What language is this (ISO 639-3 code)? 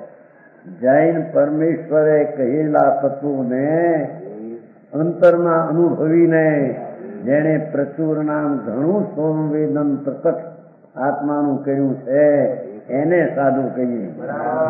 guj